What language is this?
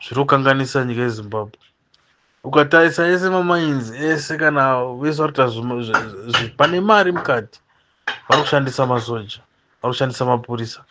Shona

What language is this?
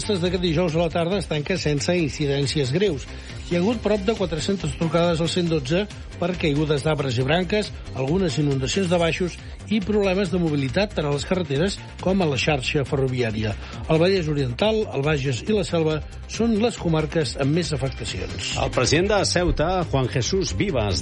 Catalan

